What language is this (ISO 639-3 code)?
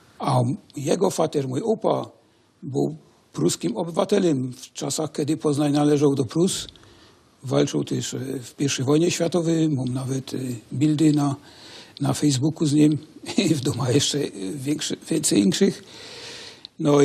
szl